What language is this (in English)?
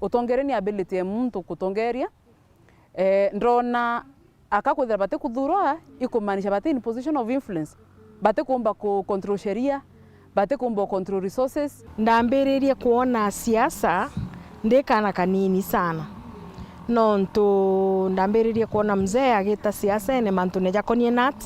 Meru